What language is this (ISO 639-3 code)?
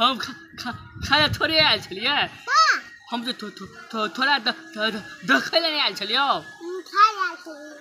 mai